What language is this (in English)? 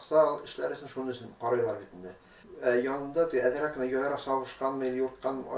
Bashkir